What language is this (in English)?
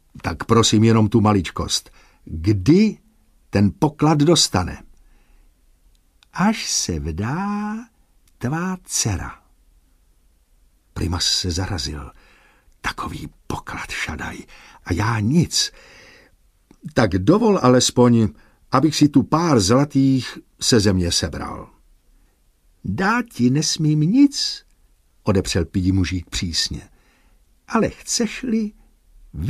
Czech